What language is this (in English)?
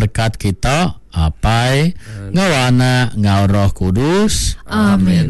Iban